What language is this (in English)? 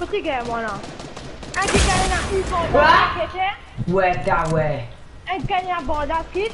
Morisyen